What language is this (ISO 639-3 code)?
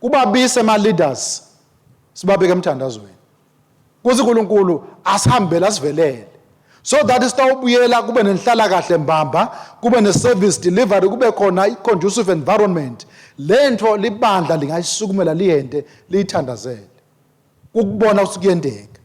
ssw